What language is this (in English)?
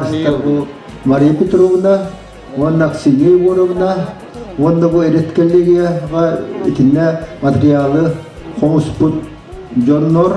Yakut